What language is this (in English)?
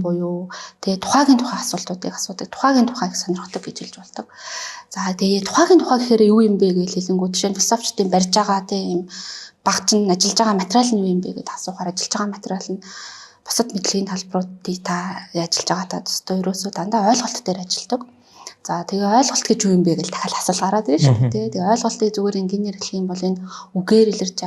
Mongolian